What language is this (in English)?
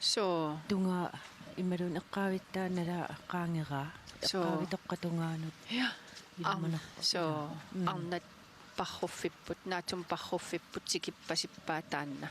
Kalaallisut